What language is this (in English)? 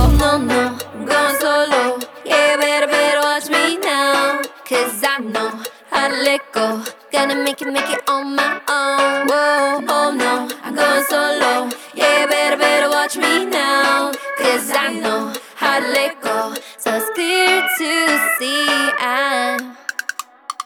English